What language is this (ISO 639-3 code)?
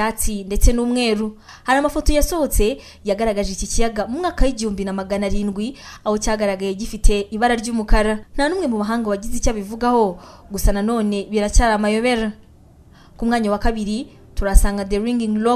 kin